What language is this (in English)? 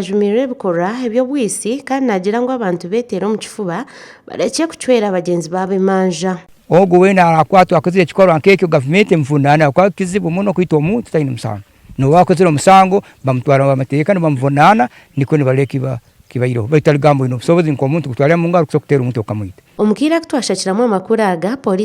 Nyankole